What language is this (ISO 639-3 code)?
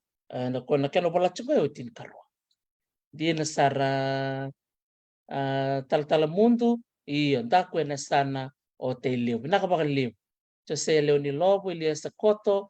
fij